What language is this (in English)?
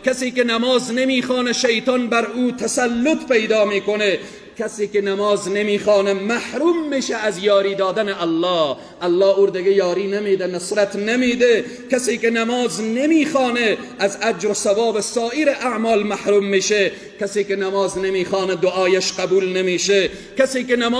Persian